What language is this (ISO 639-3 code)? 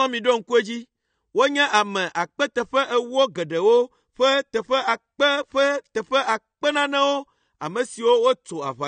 ewe